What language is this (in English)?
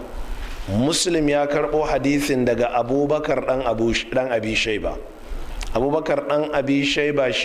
Hausa